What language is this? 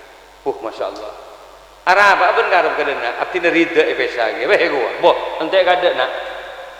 Madurese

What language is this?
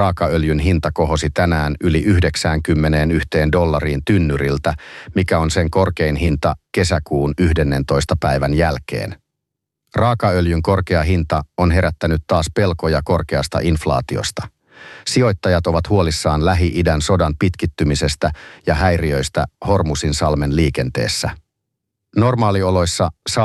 Finnish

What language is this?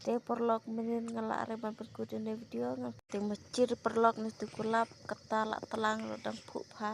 Khasi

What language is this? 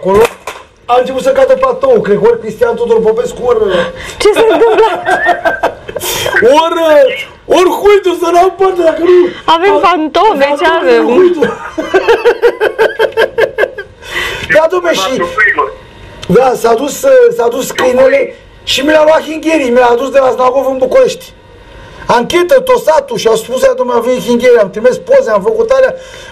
Romanian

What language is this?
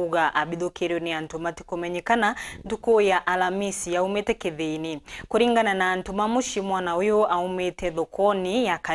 Meru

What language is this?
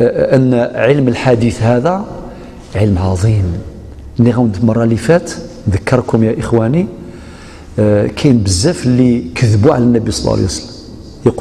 Algerian Arabic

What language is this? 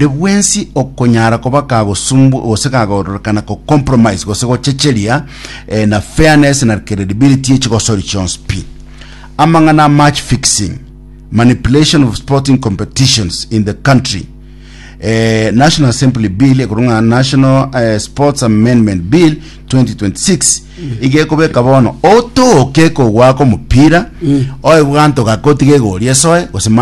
Gusii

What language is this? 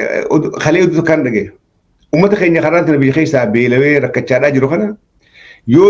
Oromo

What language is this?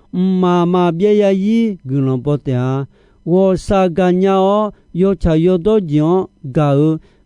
Akha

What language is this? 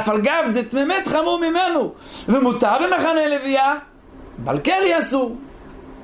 Hebrew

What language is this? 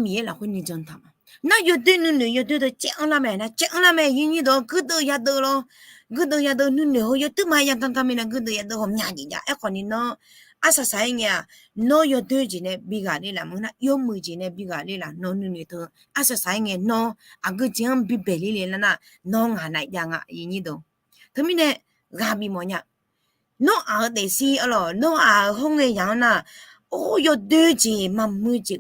Akha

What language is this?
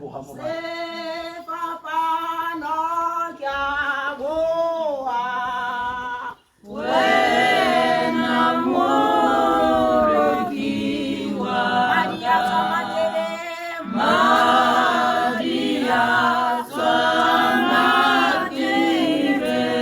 Tswana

